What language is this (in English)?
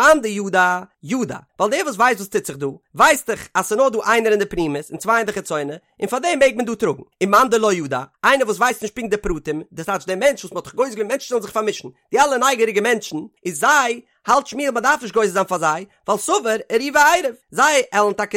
Yiddish